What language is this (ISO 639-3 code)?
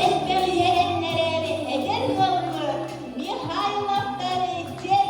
sah